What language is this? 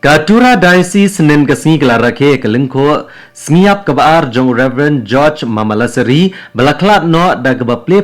Khasi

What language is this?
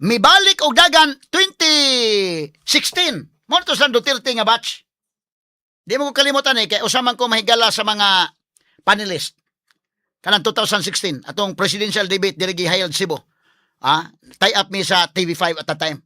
Cebuano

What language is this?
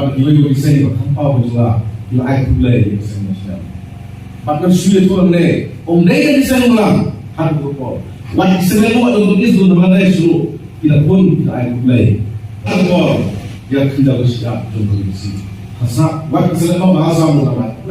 Khasi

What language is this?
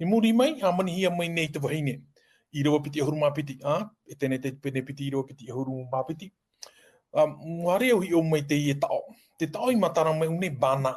Tahitian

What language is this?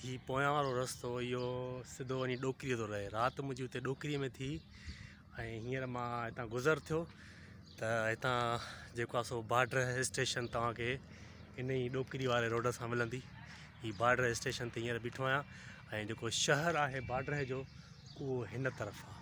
Sindhi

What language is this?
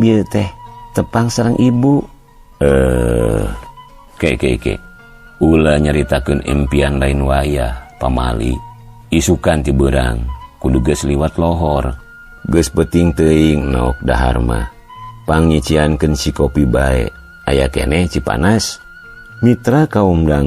Sundanese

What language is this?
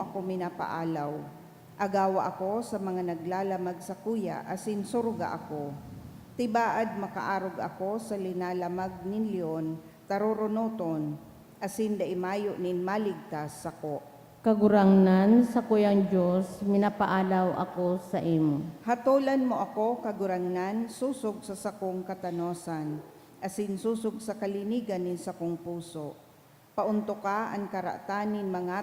Bikol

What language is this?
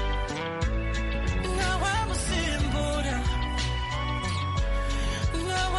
Kinyarwanda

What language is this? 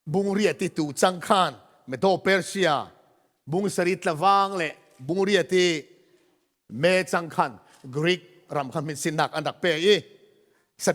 Falam Chin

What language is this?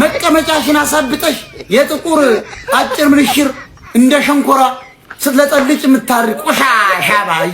Amharic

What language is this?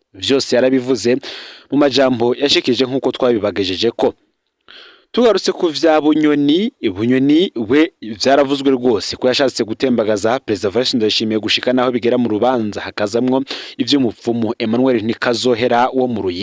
Rundi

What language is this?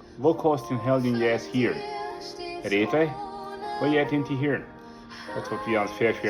Plautdietsch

